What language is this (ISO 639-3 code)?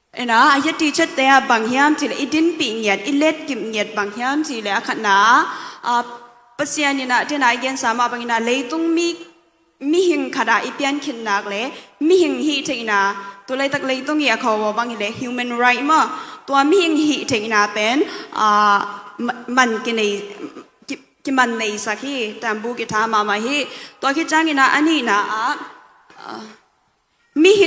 ctd